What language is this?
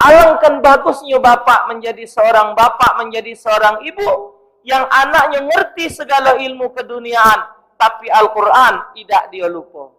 Musi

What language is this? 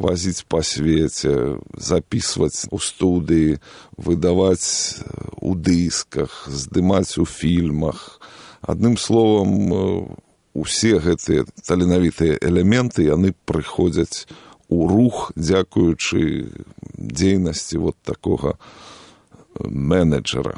Belarusian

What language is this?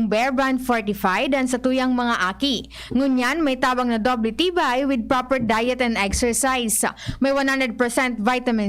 Bikol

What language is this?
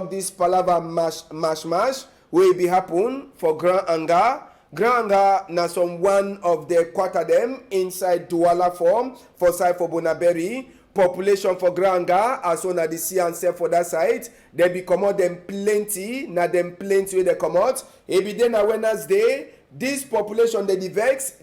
Cameroon Pidgin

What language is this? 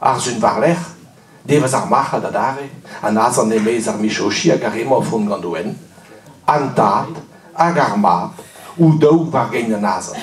Breton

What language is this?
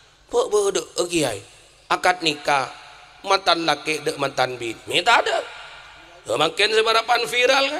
Madurese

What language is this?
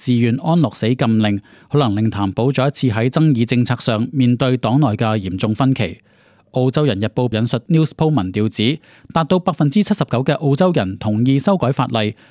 Cantonese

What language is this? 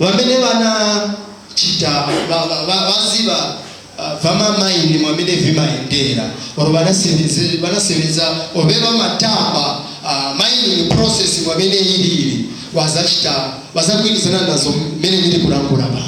Nyanja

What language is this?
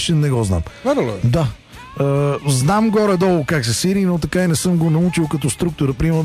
Bulgarian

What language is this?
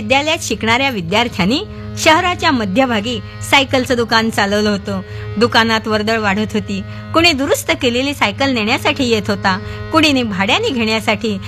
Marathi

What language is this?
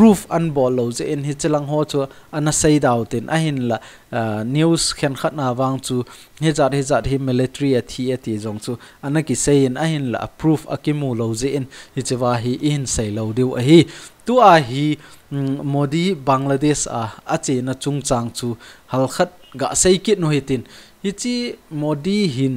Thado Chin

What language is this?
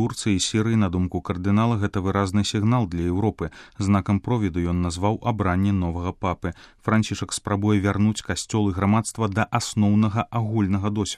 Belarusian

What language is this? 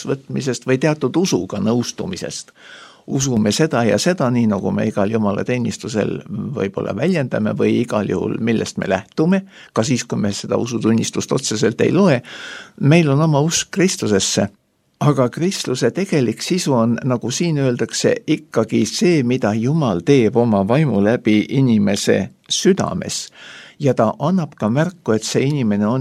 Estonian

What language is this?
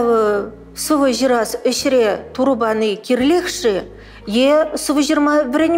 Chuvash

